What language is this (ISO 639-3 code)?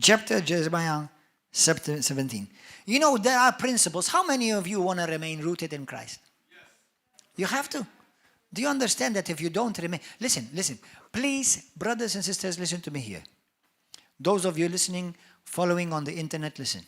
eng